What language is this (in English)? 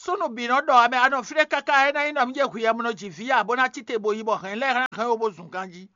Fon